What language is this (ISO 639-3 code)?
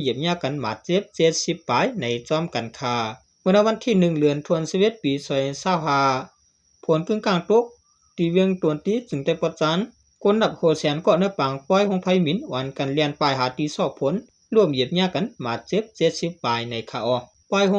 shn